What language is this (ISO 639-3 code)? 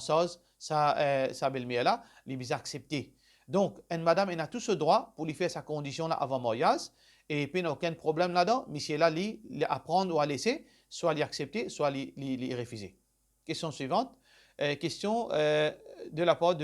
mfe